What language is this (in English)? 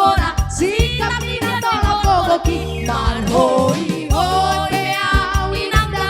Batak Simalungun